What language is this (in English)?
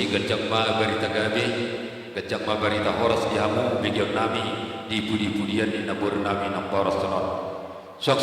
Batak Toba